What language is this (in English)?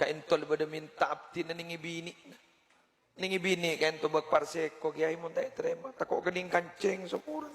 Madurese